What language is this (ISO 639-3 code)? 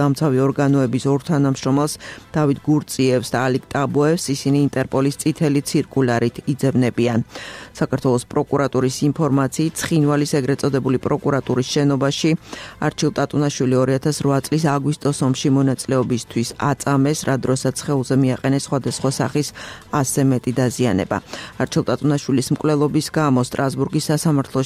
kat